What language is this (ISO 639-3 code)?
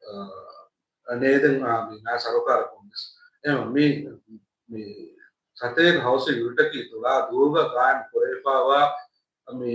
div